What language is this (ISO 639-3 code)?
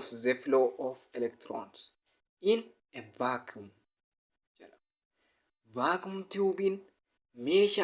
orm